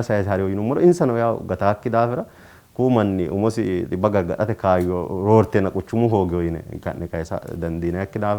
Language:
Sidamo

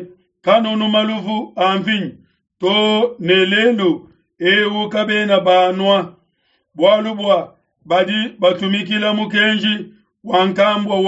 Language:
Luba-Lulua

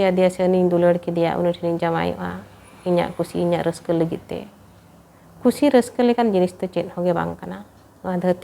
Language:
Santali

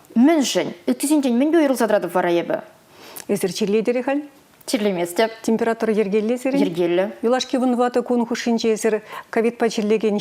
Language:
Chuvash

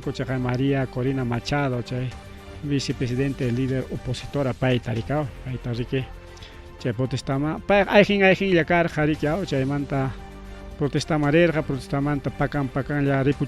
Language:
Ayacucho Quechua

